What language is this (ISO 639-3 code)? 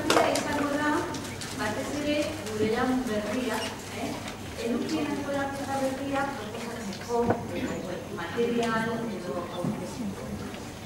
eus